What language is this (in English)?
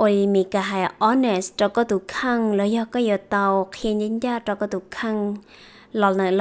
Hmong